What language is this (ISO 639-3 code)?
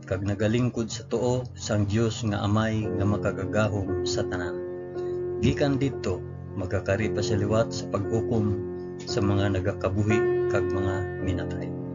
hil